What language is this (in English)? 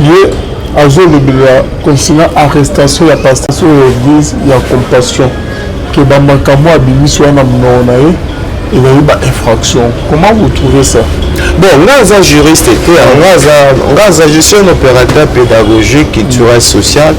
Lingala